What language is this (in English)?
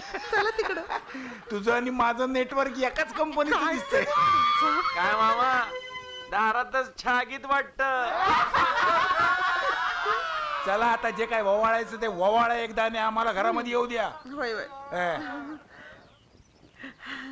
Marathi